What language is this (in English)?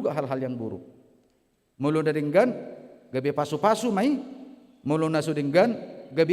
Batak Toba